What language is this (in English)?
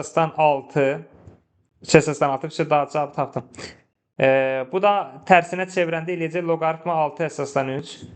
Azerbaijani